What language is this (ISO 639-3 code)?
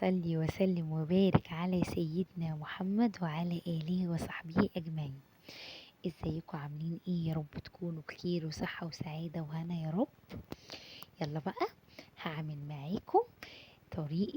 arz